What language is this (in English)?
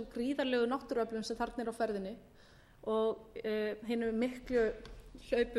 Icelandic